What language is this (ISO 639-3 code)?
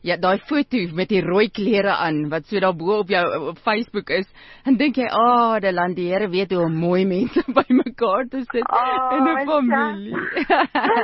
afr